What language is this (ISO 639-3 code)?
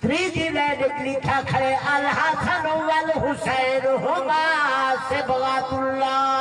skr